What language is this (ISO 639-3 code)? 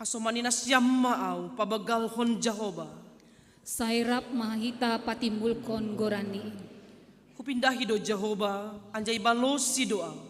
bts